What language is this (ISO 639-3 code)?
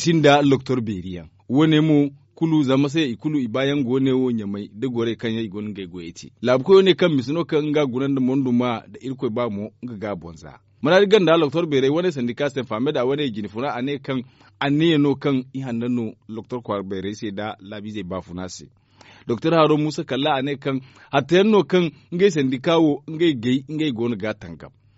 dje